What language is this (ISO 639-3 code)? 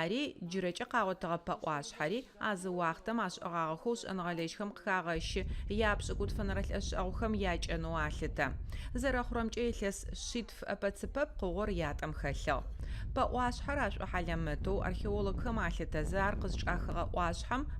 ady